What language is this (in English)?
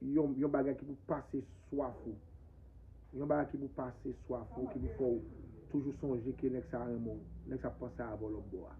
Haitian Creole